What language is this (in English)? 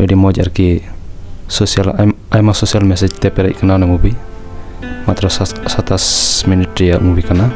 Santali